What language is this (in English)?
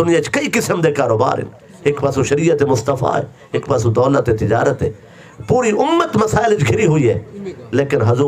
Saraiki